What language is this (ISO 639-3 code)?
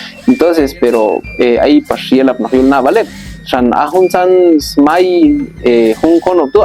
kjb